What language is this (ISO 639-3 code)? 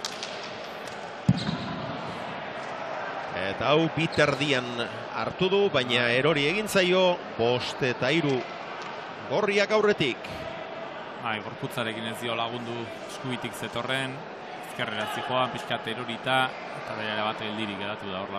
eus